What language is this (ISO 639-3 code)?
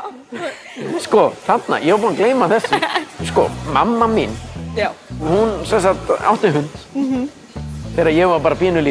isl